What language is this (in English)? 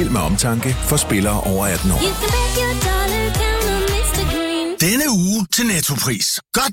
Danish